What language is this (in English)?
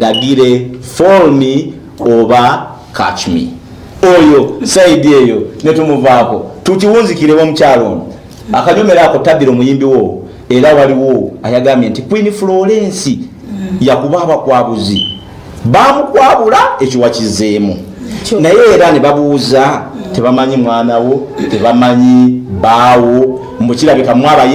Ganda